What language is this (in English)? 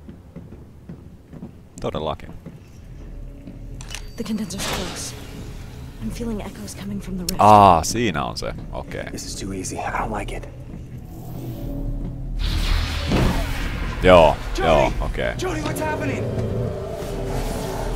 Finnish